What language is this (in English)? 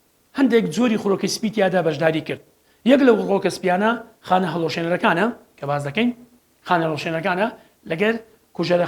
Central Kurdish